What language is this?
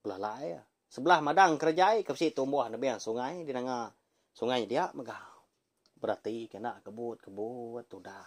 Iban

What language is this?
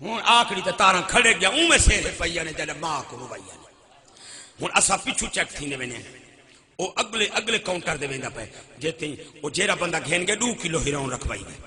Saraiki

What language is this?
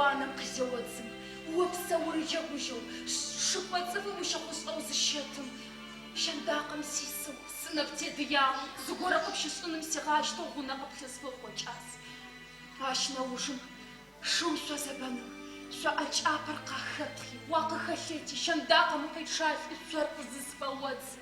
Adyghe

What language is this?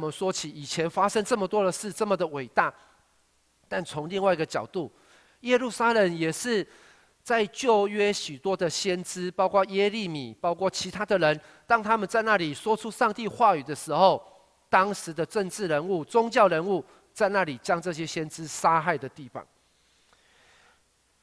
Chinese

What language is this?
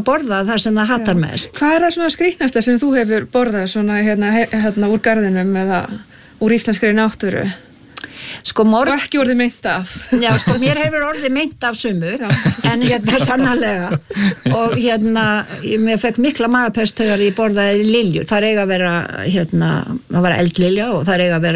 Icelandic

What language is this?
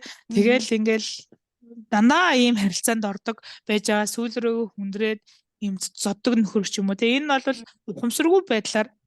Mongolian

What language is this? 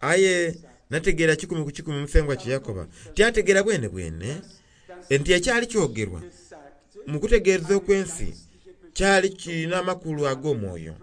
Soga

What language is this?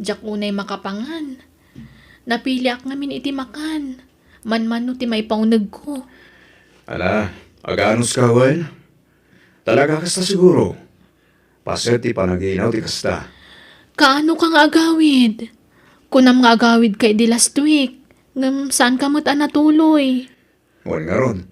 Iloko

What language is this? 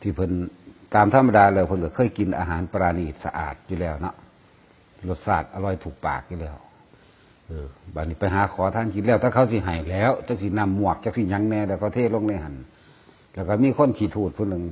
Lao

